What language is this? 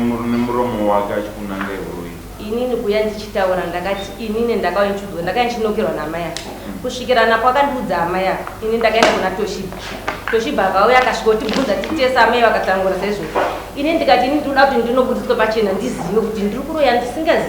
Shona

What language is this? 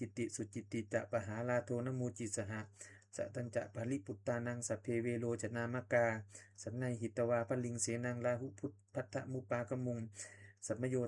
Pali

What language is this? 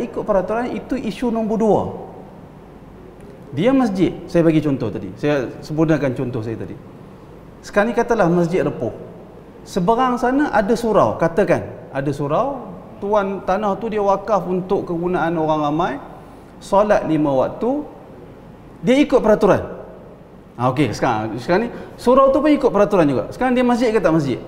Malay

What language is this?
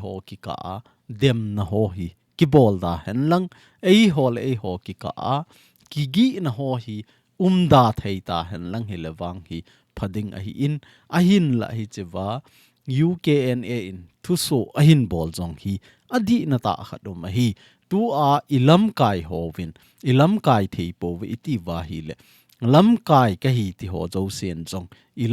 Thado Chin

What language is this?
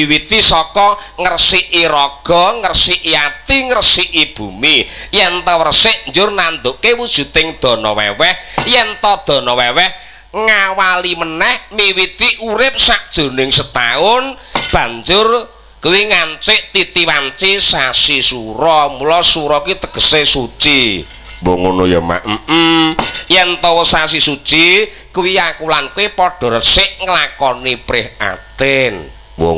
Javanese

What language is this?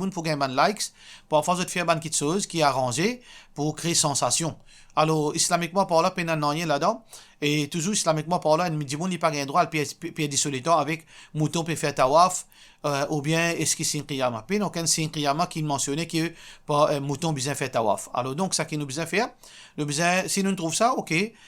Morisyen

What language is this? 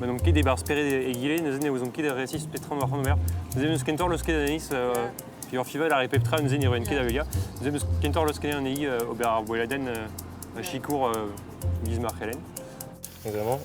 Breton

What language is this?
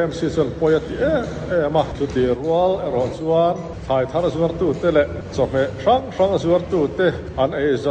Mizo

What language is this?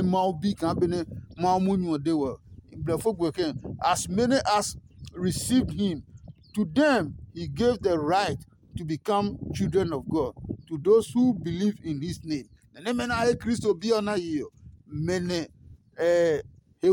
Adangme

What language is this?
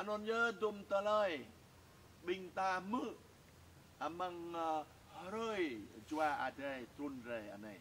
Jarai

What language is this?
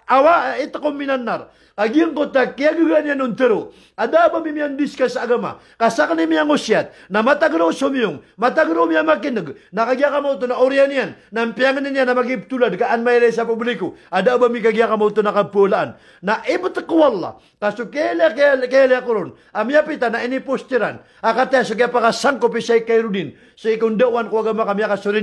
Maranao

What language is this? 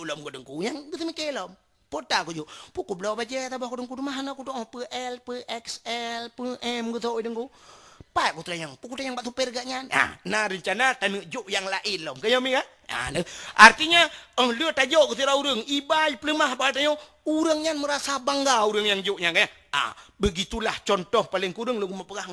Achinese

